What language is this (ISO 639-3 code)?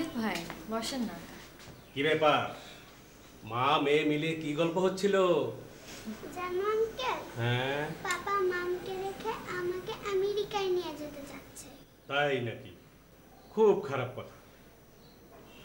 ben